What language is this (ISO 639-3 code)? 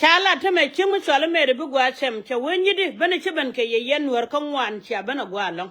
nus